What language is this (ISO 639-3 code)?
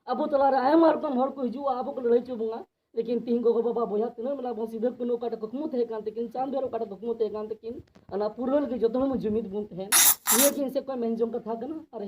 sat